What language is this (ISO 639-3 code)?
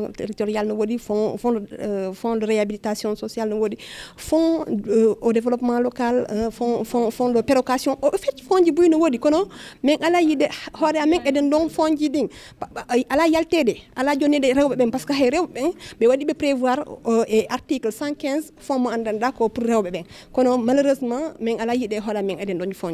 ful